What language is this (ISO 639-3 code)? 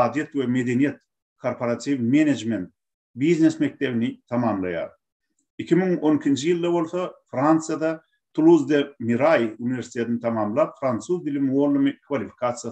tuk